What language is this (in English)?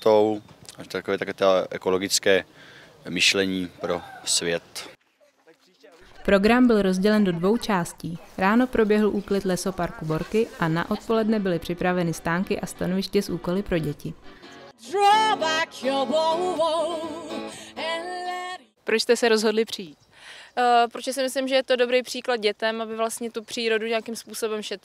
Czech